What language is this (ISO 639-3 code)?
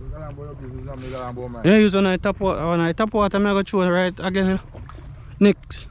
jam